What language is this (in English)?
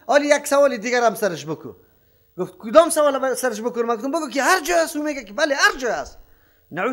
Persian